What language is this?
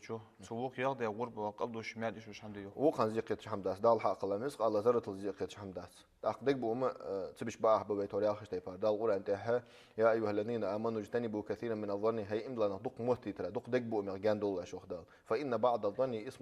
Ingush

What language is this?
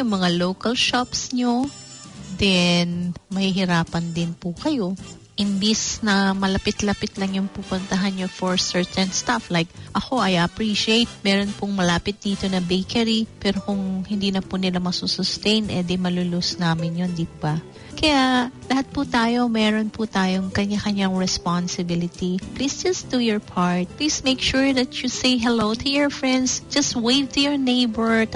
Filipino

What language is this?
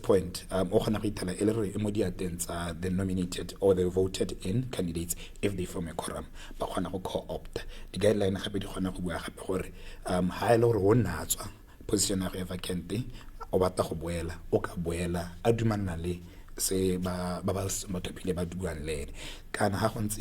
Tswana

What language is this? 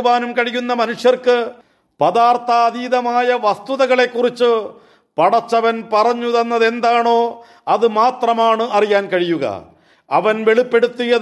Malayalam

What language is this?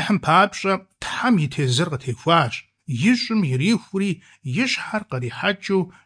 Kabardian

